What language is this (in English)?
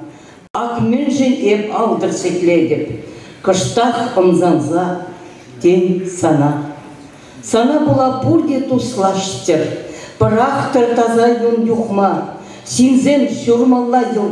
Chuvash